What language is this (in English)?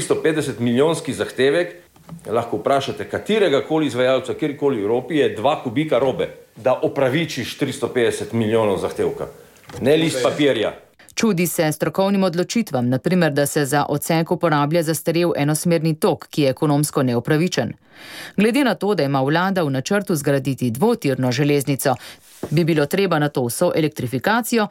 Slovenian